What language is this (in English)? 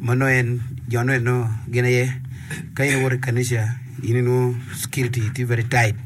Acoli